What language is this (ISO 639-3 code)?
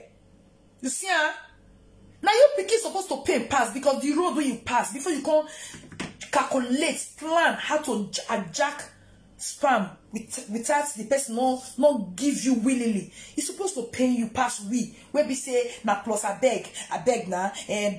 pcm